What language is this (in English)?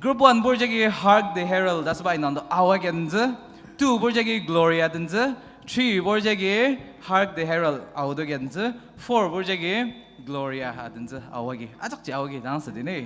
Ao Naga